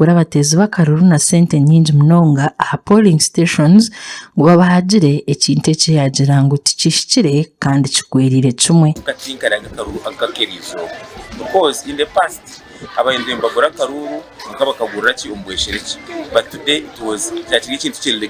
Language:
Nyankole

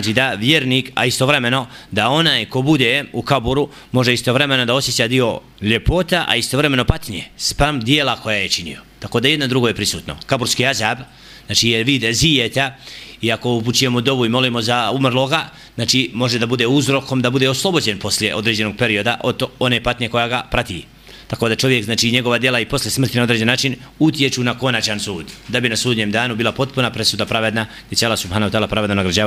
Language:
Bosnian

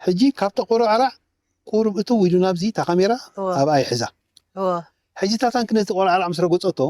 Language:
Tigrinya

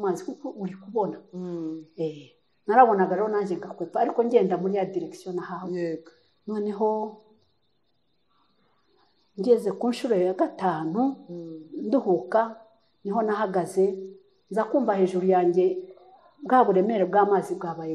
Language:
Kinyarwanda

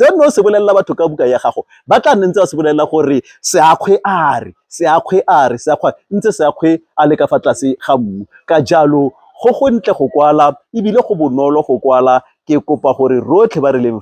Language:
Tswana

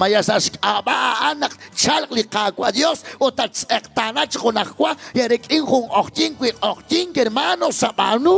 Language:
Kekchí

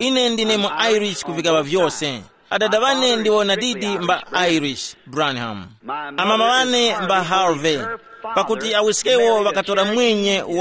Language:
Tumbuka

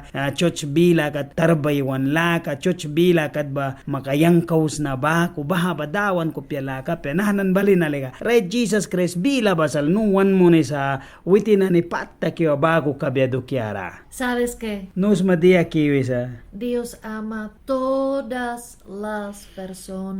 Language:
Mískito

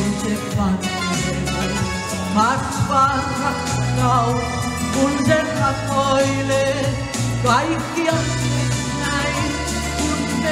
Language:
Finnish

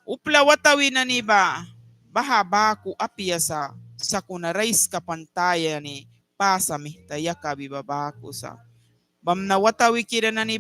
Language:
Mískito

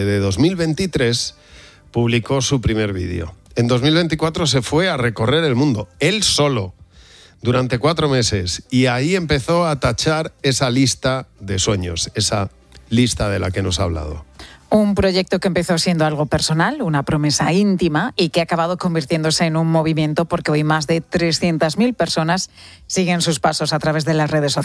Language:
Spanish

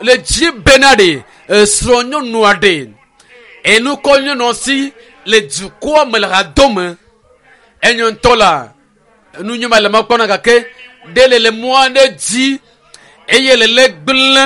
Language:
Ewe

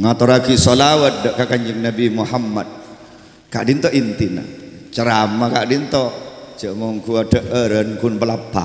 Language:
Madurese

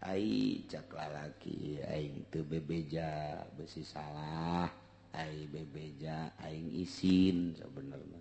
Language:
Sundanese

